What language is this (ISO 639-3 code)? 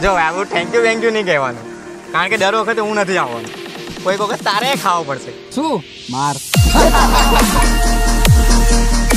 guj